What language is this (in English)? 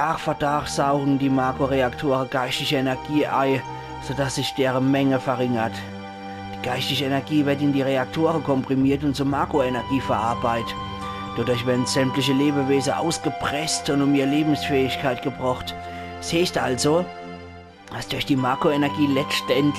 Palatine German